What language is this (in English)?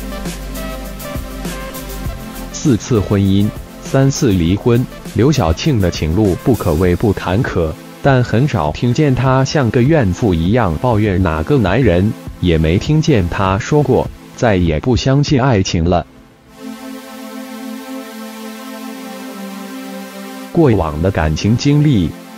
Chinese